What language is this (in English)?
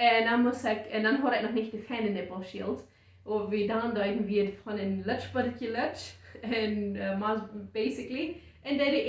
Plautdietsch